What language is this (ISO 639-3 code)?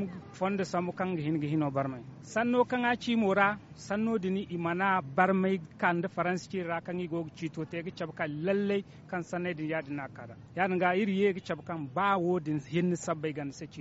dje